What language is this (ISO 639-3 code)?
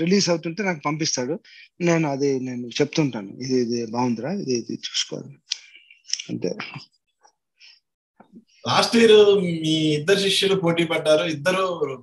tel